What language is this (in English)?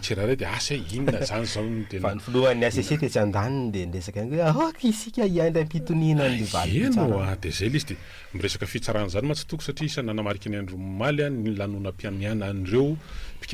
Malagasy